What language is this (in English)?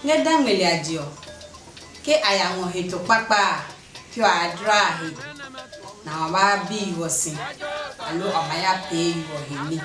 Adangme